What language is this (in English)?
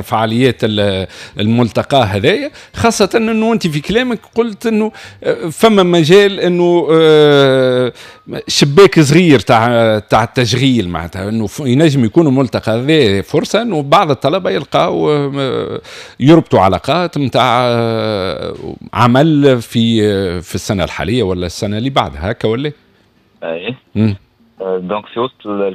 Tunisian Arabic